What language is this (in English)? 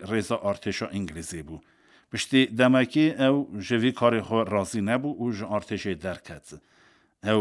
Kurdish